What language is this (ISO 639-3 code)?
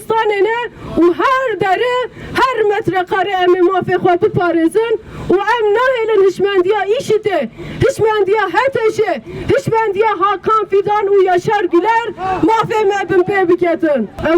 kur